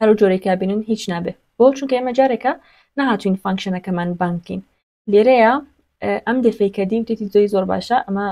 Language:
Central Kurdish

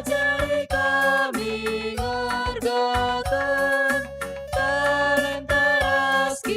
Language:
Batak Karo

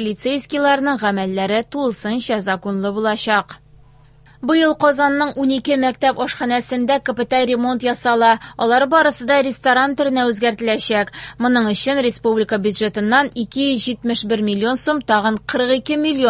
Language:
Tatar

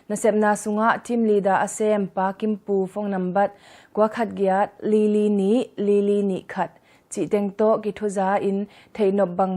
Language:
Tedim Chin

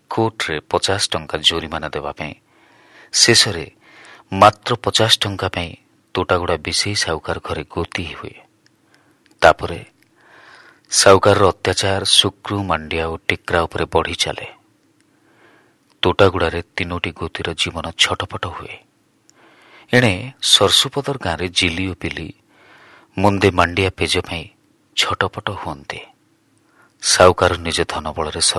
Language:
Odia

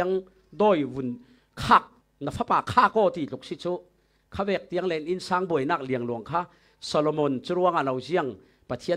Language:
Falam Chin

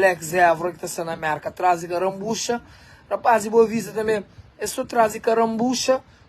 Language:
Kabuverdianu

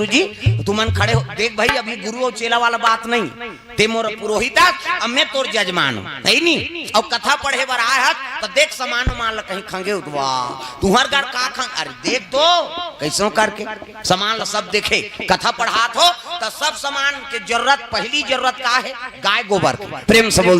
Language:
Chhattisgarhi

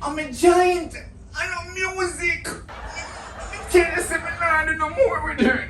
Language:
Jamaican Creole English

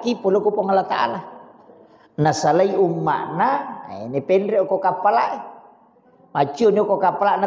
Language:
Buginese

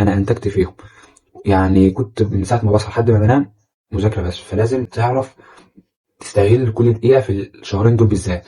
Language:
Egyptian Arabic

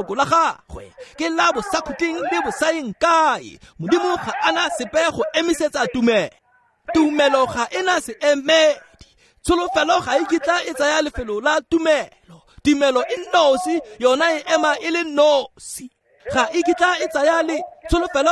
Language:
Tswana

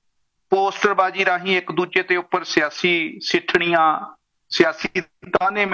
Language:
Punjabi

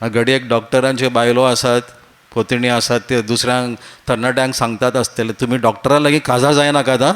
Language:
Konkani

